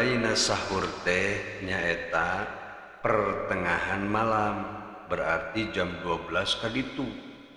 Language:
Sundanese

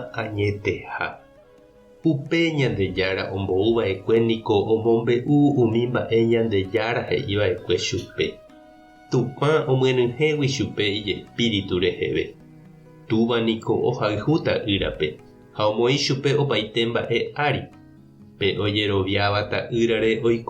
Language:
Guarani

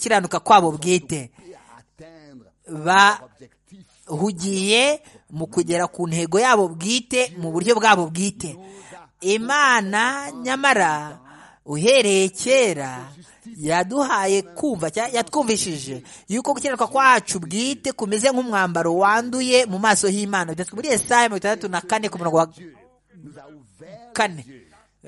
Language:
Kinyarwanda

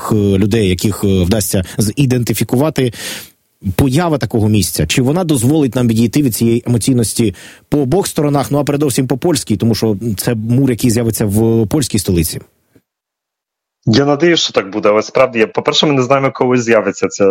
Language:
Ukrainian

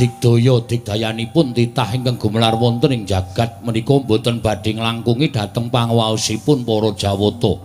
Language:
Javanese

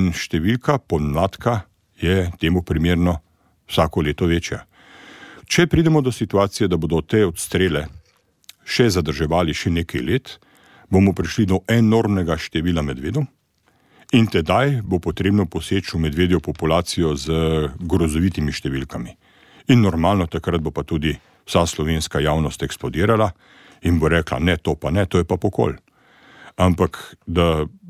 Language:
Slovenian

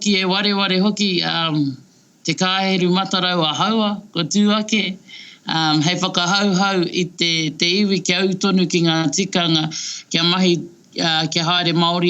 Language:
Māori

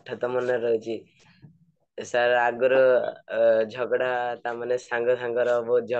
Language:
Odia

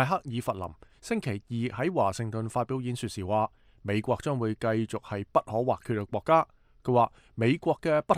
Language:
Cantonese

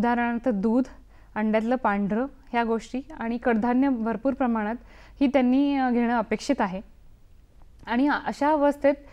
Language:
Marathi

